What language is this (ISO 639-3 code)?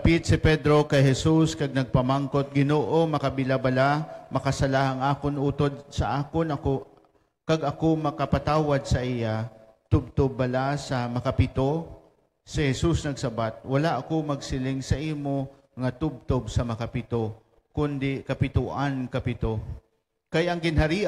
hil